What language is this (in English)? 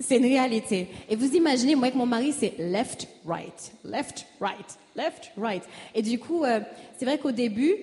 French